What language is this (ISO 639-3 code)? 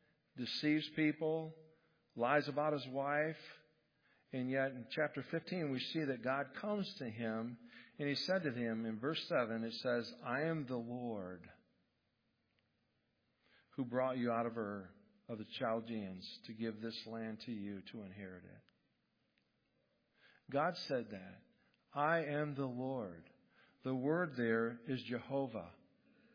eng